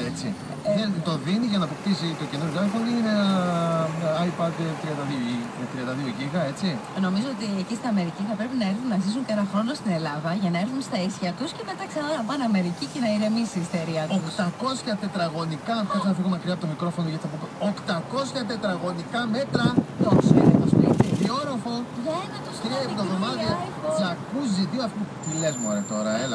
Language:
Greek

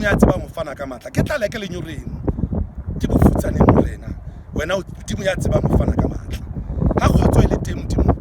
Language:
Southern Sotho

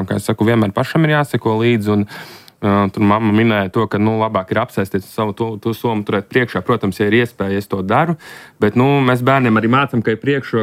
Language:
Latvian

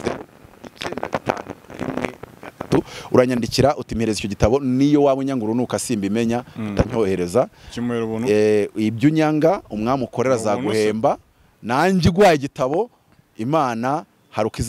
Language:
Kinyarwanda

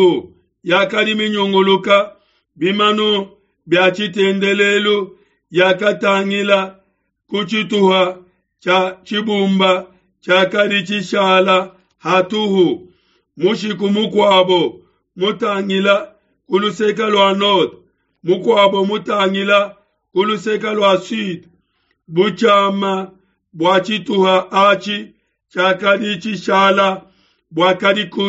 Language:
Luba-Lulua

